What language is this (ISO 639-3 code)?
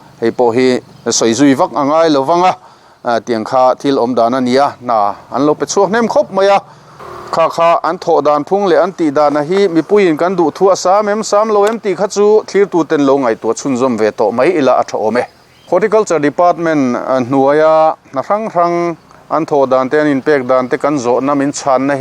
lus